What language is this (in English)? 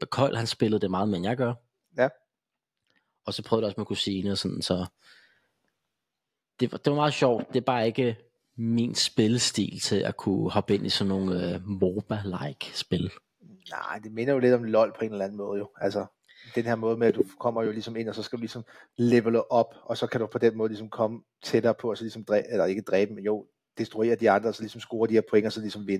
Danish